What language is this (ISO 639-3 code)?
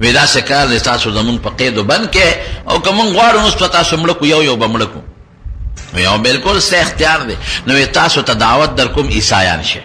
pus